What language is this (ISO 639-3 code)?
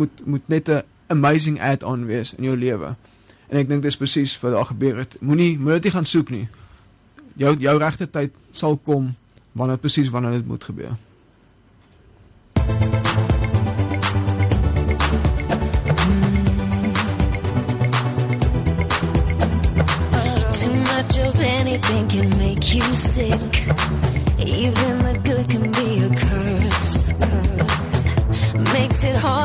afr